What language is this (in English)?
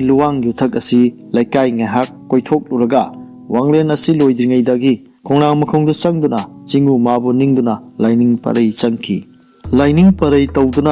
Manipuri